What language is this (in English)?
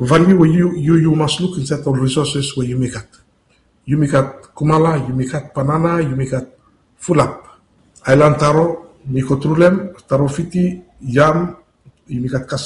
Bislama